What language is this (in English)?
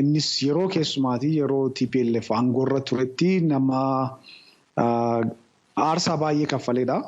Oromo